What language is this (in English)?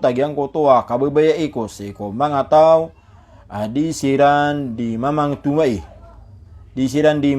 Maranao